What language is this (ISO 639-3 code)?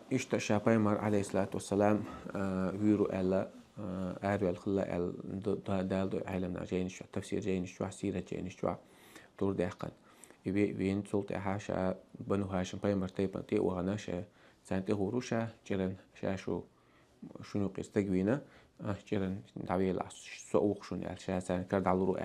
che